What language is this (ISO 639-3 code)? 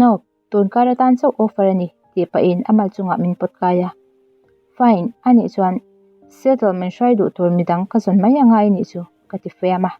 lus